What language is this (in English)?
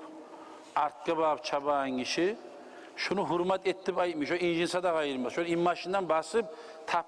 Kumyk